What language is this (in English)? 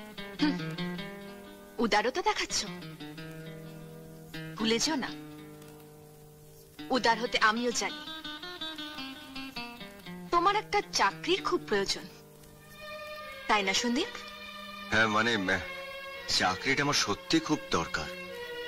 Bangla